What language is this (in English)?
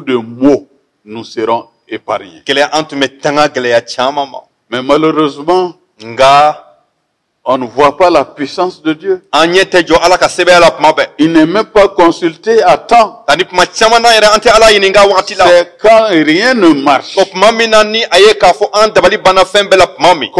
Bambara